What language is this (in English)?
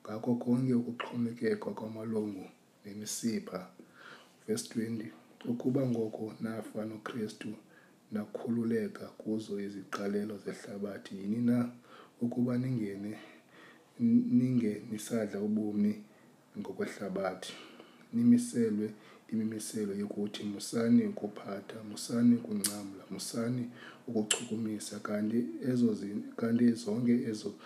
Xhosa